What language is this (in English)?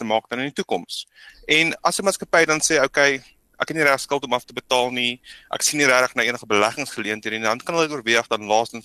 Afrikaans